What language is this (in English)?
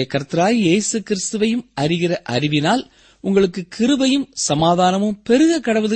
Tamil